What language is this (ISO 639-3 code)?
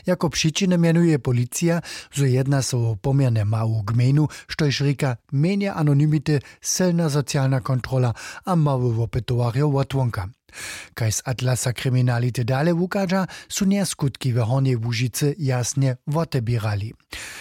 hsb